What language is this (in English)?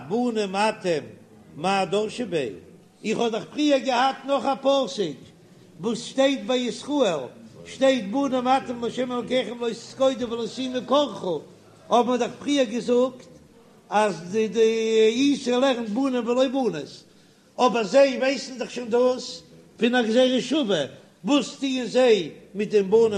Yiddish